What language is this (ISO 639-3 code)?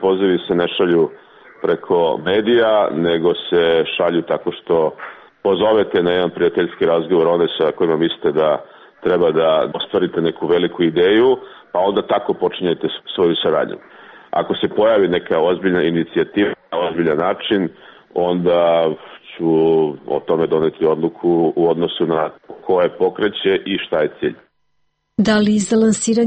srp